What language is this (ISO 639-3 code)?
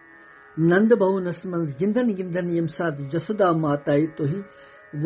kas